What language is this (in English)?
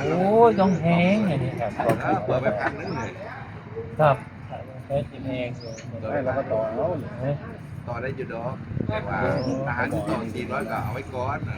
Northeastern Thai